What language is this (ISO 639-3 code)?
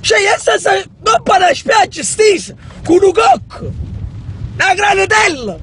nap